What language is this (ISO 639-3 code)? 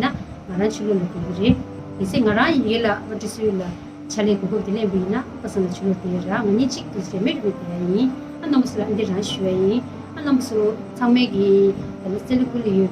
bod